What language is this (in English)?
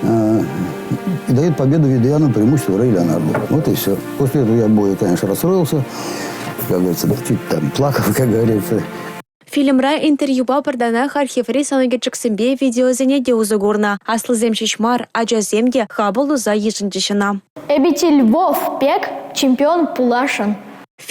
Chuvash